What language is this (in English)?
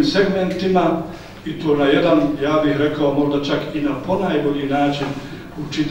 Bosnian